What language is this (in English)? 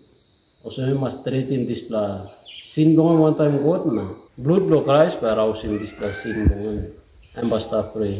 Tok Pisin